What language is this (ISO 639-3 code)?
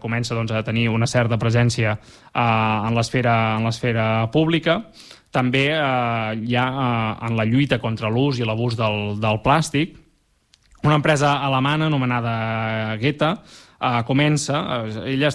cat